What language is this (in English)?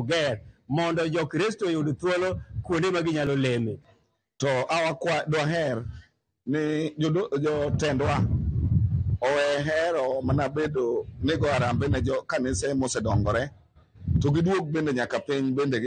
Luo (Kenya and Tanzania)